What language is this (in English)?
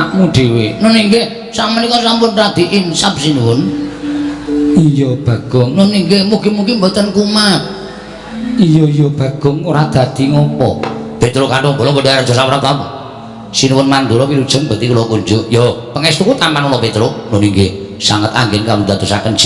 Javanese